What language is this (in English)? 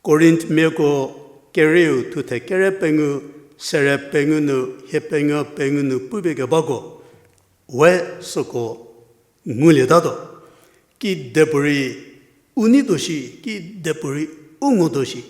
Angami Naga